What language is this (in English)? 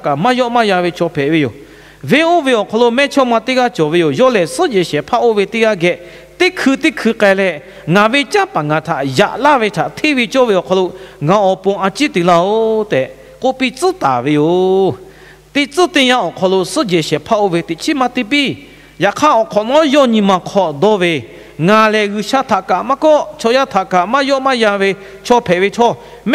Lahu